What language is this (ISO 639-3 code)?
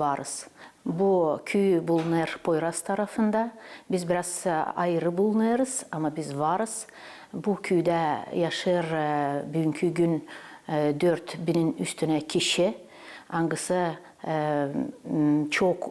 gag